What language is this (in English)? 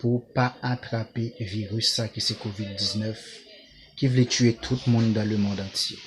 Haitian Creole